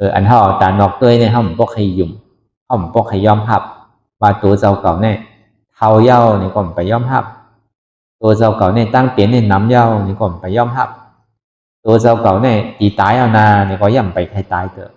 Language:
Shan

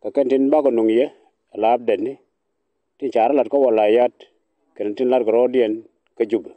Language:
Nuer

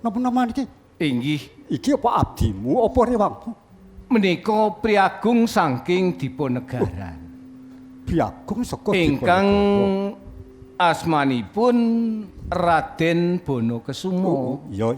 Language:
Javanese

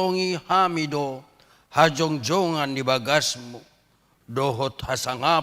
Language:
Batak Toba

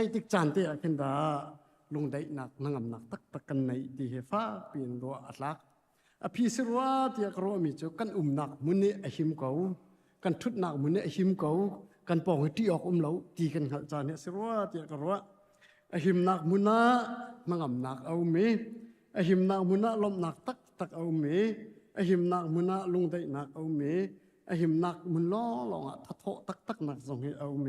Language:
Hakha Chin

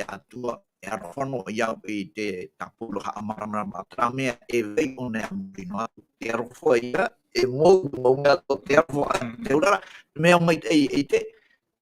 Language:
Tahitian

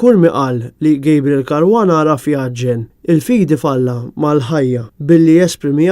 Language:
Maltese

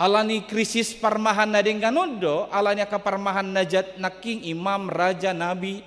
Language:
Batak Toba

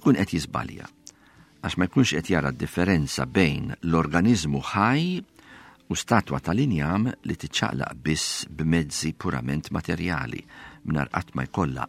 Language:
Maltese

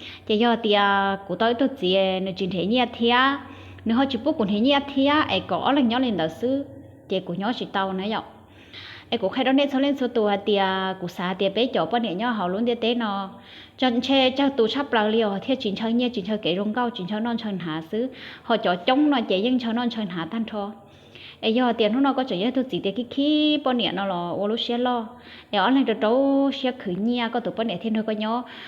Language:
Hmong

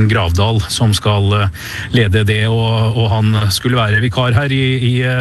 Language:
Norwegian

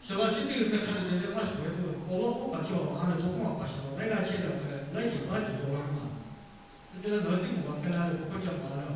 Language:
Lahu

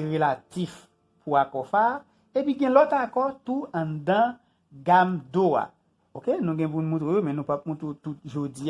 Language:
Haitian Creole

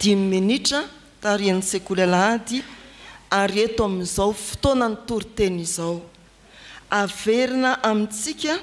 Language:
Malagasy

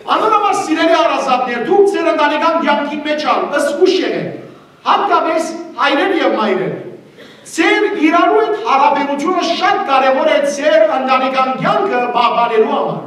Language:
Western Armenian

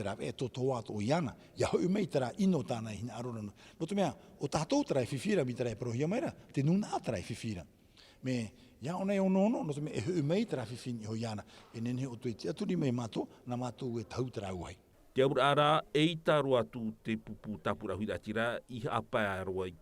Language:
Tahitian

